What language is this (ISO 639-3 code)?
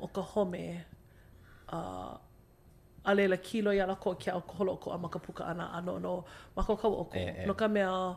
haw